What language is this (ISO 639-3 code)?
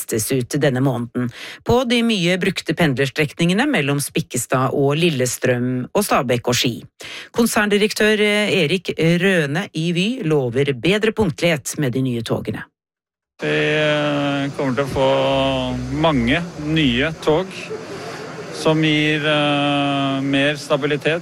nor